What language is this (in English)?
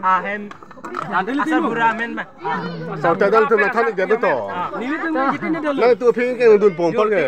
Karbi